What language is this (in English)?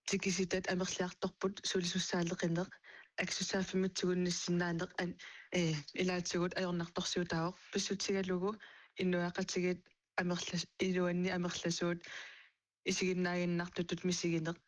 Kalaallisut